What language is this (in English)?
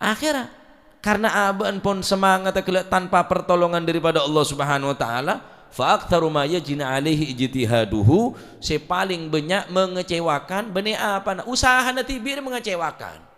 Madurese